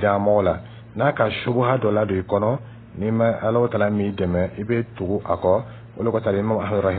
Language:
Dyula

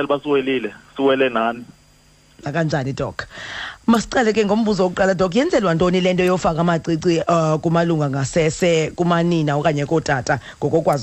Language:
Xhosa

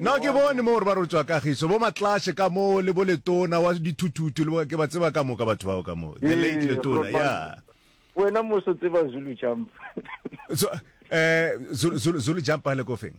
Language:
Northern Sotho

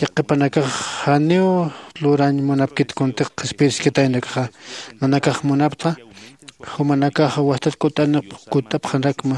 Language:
Aymara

